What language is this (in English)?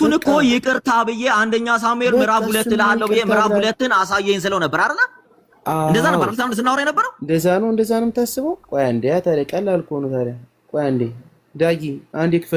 Amharic